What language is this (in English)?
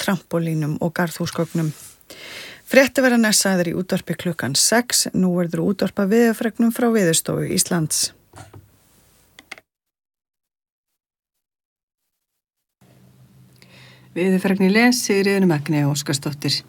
Icelandic